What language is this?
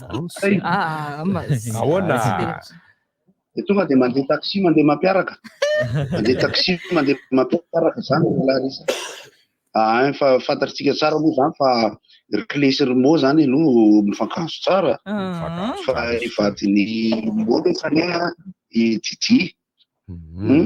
Malagasy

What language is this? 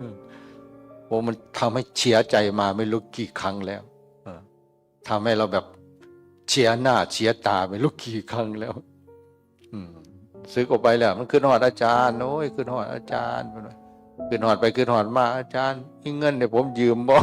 Northeastern Thai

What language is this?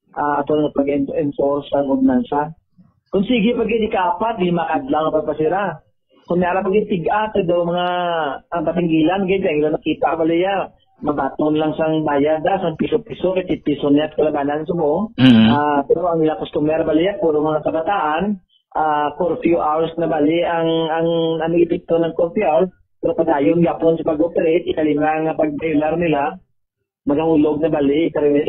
Hiligaynon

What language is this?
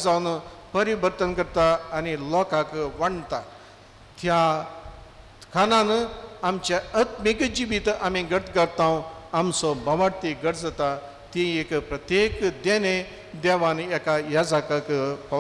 Konkani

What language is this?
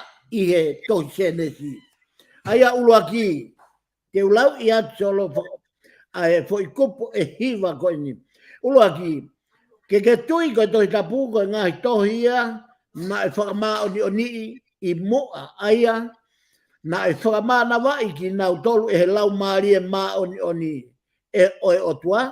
Tongan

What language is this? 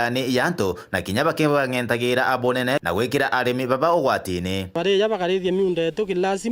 Meru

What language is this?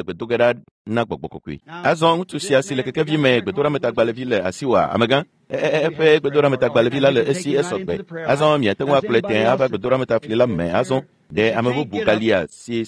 Ewe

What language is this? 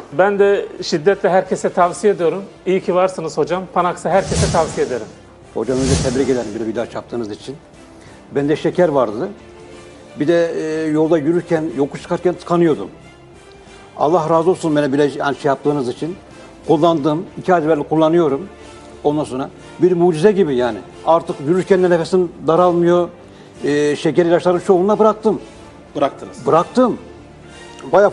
Turkish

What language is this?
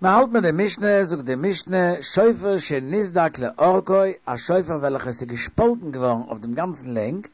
Yiddish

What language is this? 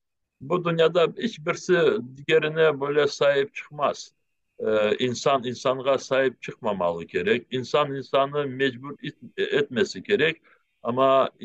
Crimean Tatar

